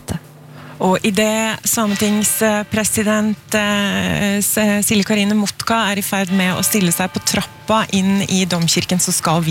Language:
Norwegian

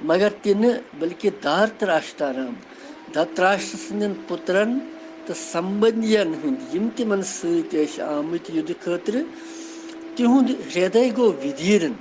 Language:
Kashmiri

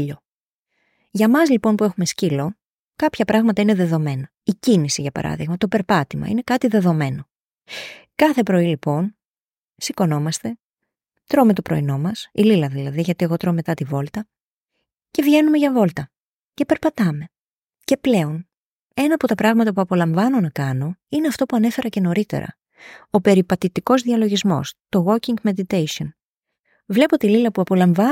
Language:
Greek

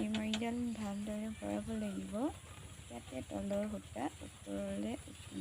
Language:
Assamese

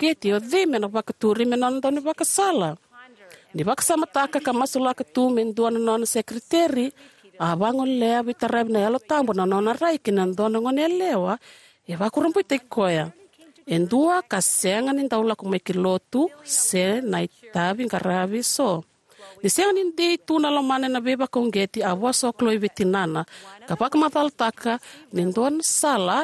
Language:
Fijian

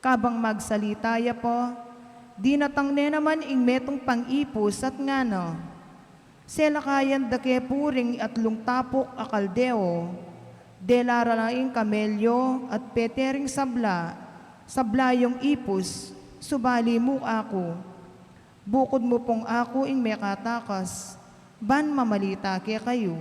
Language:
Pampanga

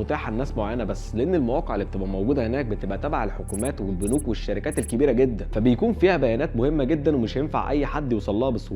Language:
Egyptian Arabic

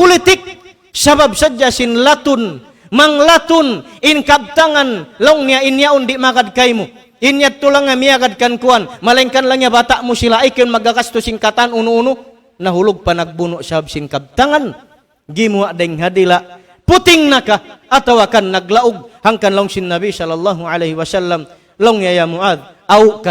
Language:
Tausug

